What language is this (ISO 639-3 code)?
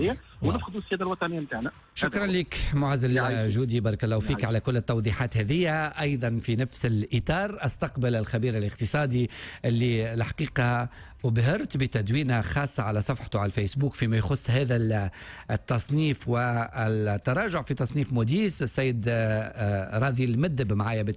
aeb